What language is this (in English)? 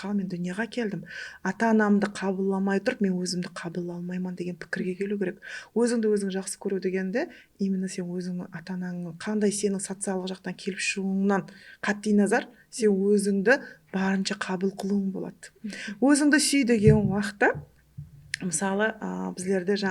Kara-Kalpak